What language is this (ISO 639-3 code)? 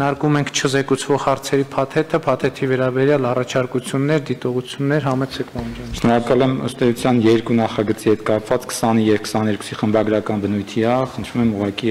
hye